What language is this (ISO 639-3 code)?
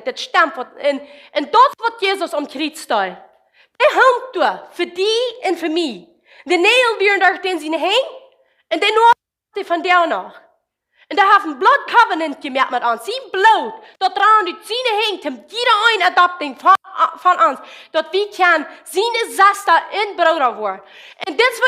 pdt